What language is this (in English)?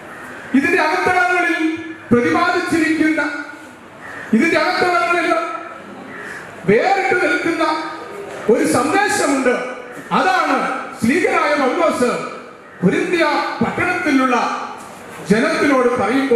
Malayalam